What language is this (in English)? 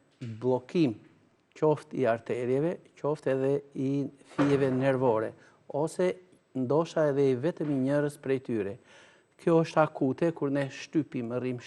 Albanian